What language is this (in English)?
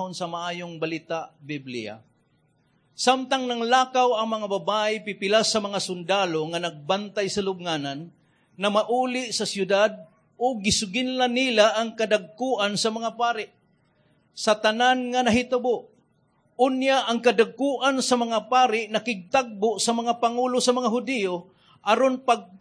Cebuano